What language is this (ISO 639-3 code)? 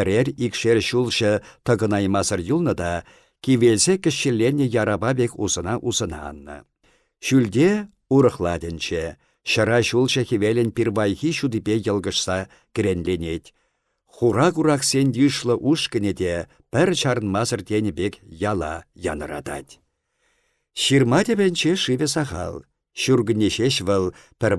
chv